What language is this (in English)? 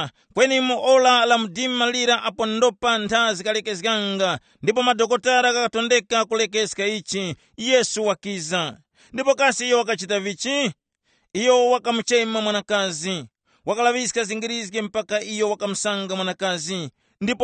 Tumbuka